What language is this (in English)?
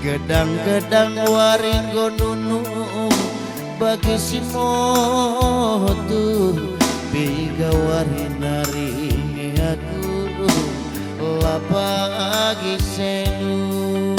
Batak Karo